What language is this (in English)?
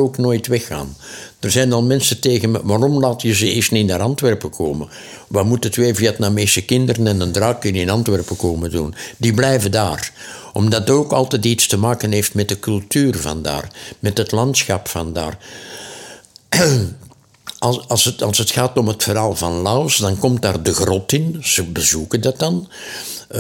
Dutch